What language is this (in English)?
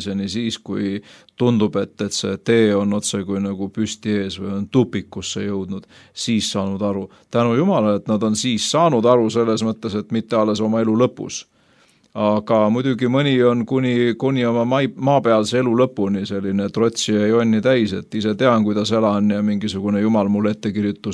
Estonian